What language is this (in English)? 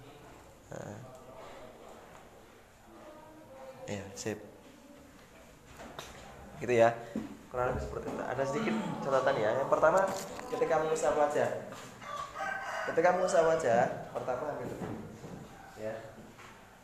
Indonesian